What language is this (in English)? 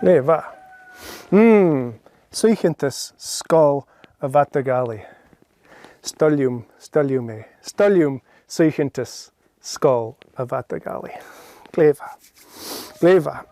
Scottish Gaelic